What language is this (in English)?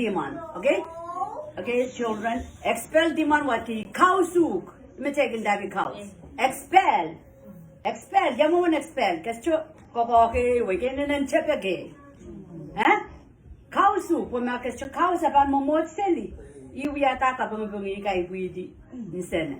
Pohnpeian